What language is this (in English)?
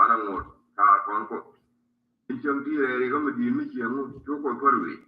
Nuer